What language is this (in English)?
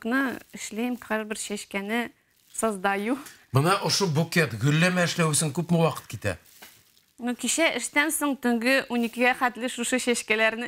Bashkir